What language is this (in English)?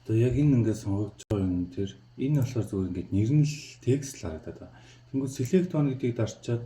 Mongolian